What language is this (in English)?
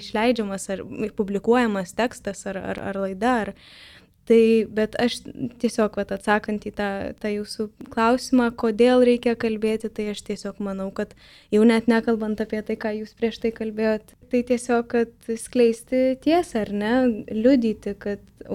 Lithuanian